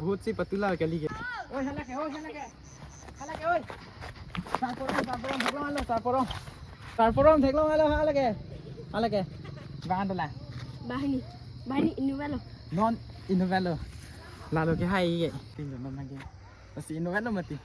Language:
Karbi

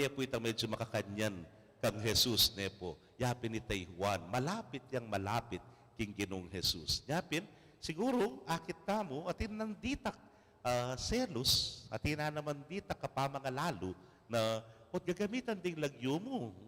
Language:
Pampanga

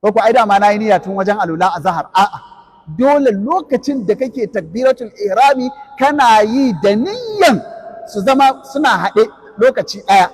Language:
Hausa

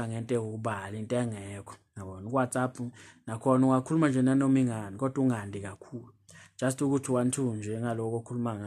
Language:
Zulu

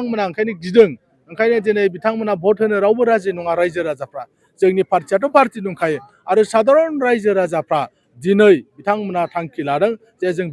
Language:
Bodo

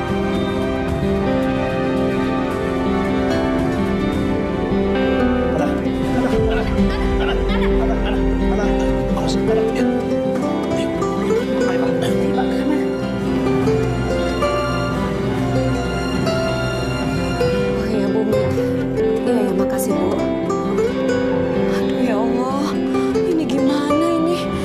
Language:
Indonesian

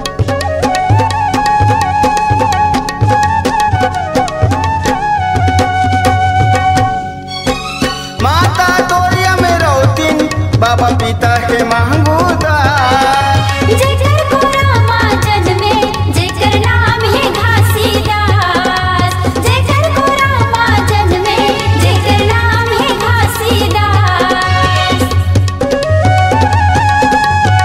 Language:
Chhattisgarhi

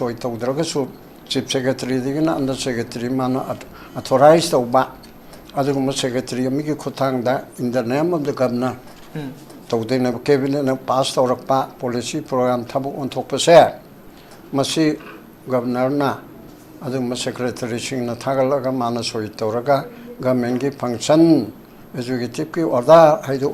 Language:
Manipuri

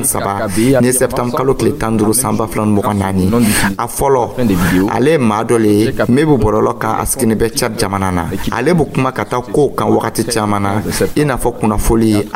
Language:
Dyula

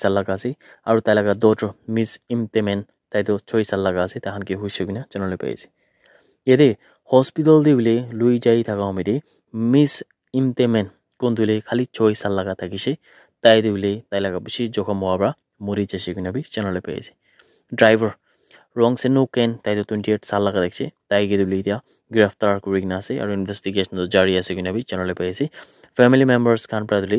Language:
Naga Pidgin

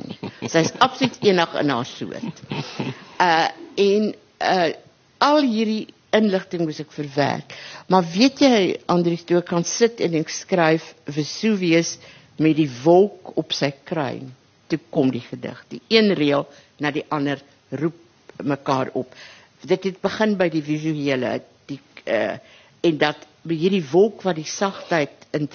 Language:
Afrikaans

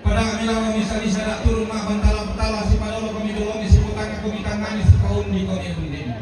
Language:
Toraja-Sa'dan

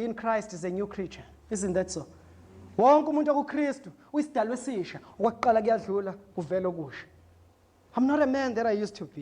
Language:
Zulu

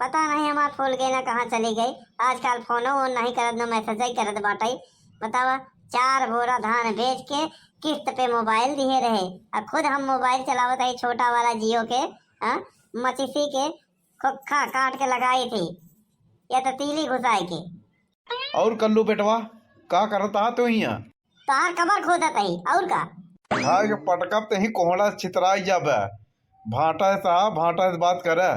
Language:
Awadhi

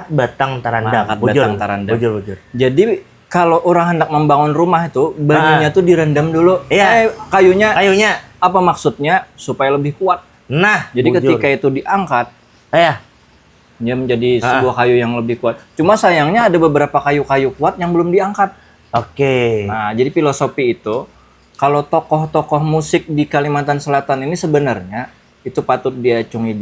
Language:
Banjar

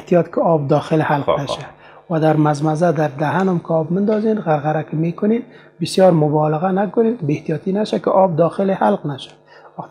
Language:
Persian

